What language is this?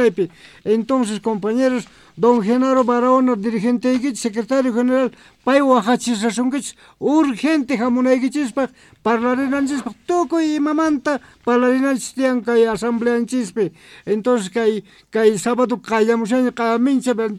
Quechua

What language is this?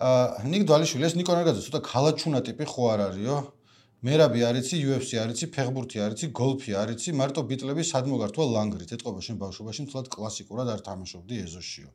Georgian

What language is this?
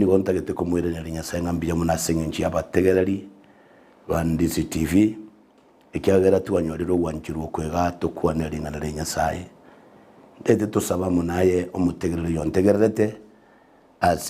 Gusii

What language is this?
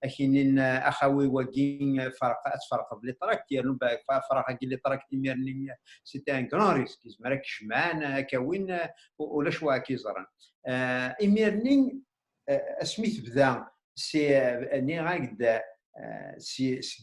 Kabyle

